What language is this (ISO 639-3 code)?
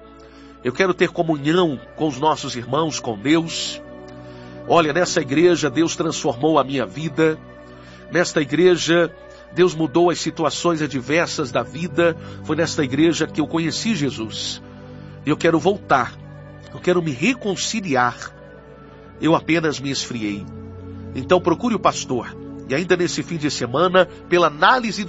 por